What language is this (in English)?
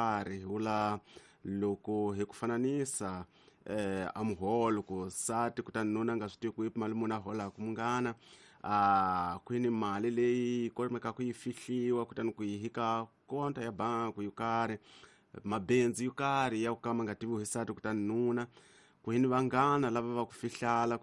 Tsonga